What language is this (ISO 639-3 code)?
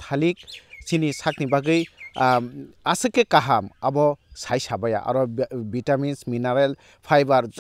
trp